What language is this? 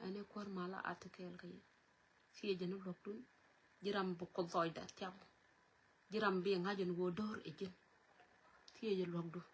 Nuer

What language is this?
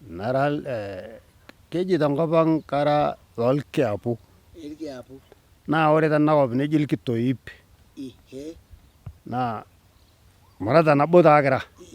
Masai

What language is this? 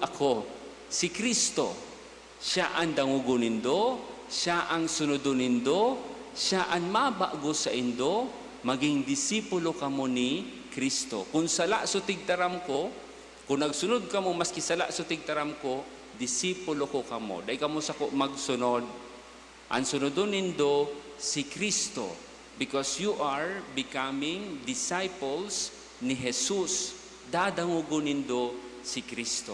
Bikol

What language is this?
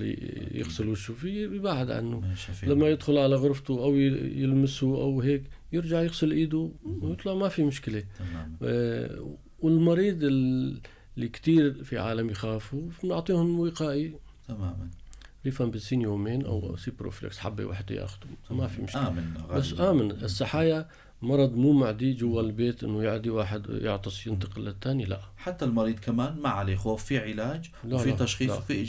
North Levantine Arabic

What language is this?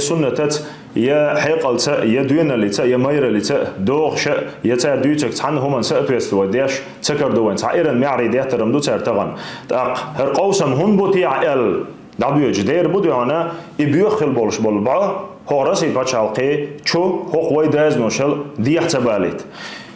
Chechen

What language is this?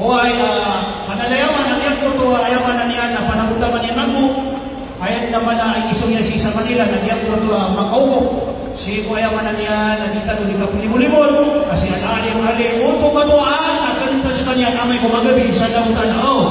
Maranao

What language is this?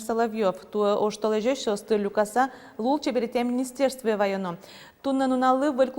Udmurt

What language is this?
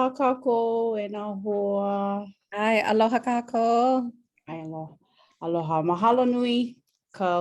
Hawaiian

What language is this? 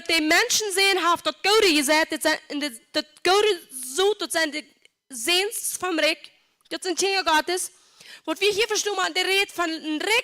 Plautdietsch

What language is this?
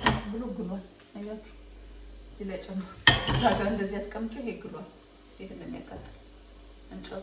Amharic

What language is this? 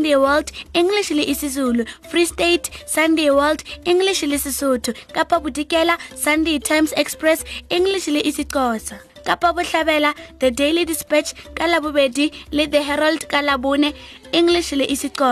Northern Sotho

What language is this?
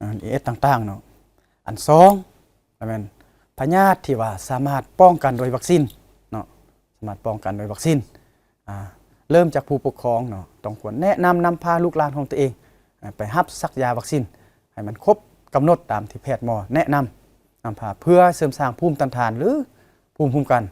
Lao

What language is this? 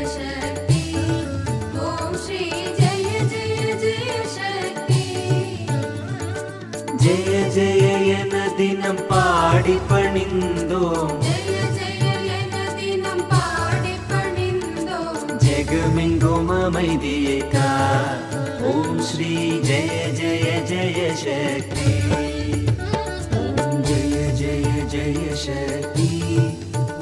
Tamil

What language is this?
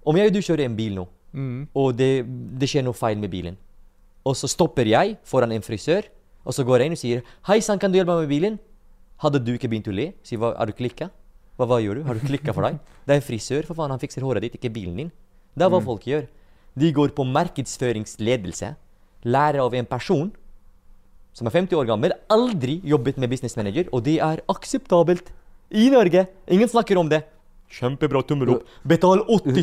Norwegian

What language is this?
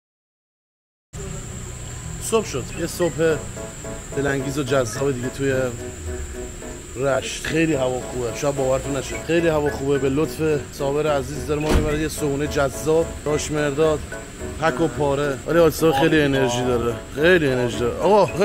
Persian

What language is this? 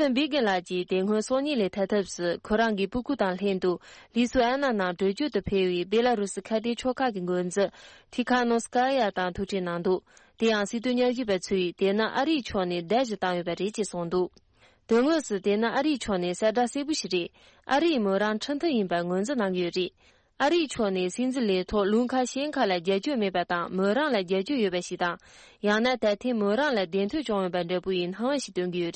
Tibetan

